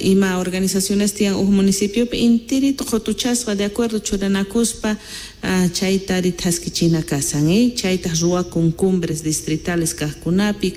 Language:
Quechua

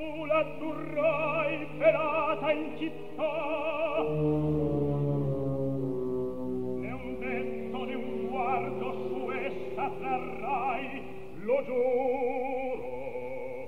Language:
Italian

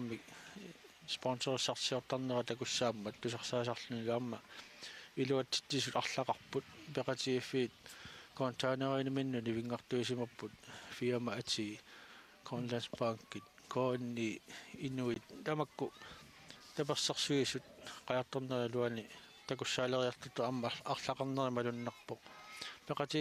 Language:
Kalaallisut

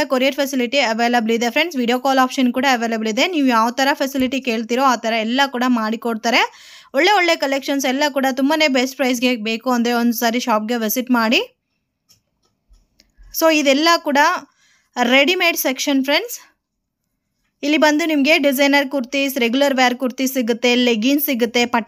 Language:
Kannada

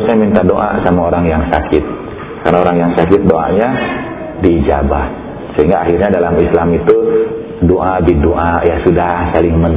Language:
Indonesian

